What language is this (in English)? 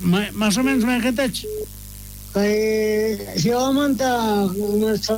South Bolivian Quechua